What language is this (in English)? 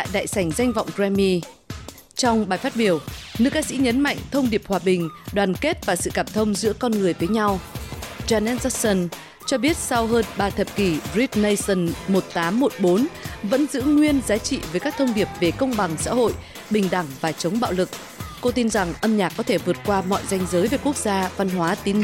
Vietnamese